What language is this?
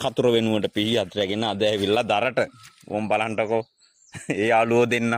Sinhala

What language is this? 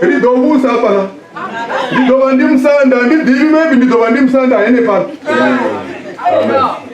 Venda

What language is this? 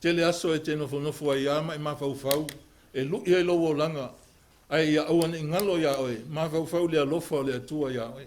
Samoan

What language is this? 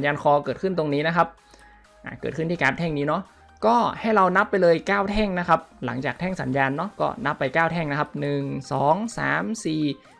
Thai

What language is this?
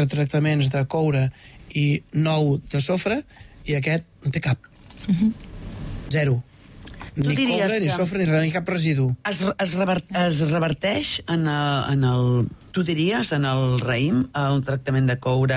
Catalan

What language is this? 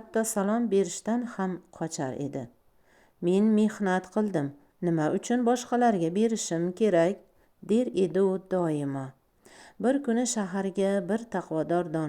Uzbek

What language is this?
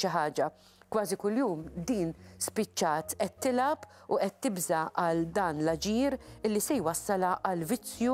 Maltese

